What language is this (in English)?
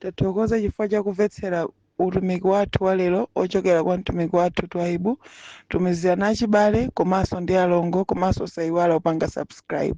Nyanja